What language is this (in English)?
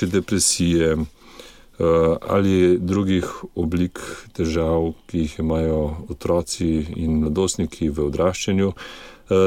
Slovenian